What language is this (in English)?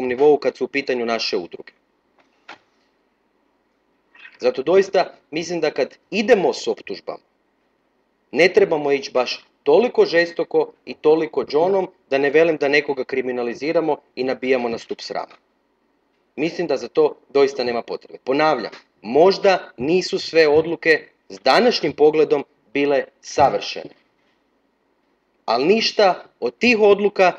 Croatian